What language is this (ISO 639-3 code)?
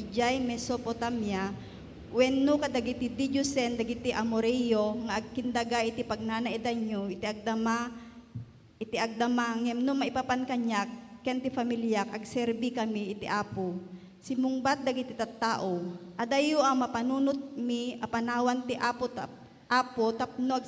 ilo